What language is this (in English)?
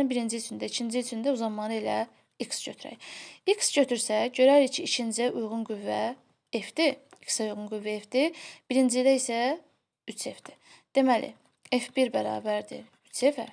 Azerbaijani